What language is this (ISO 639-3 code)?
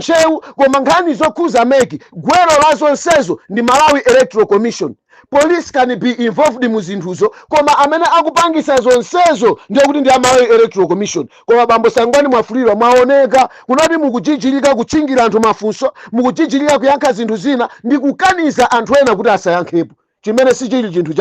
nya